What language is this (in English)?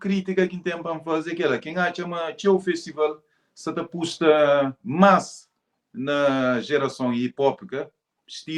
Kabuverdianu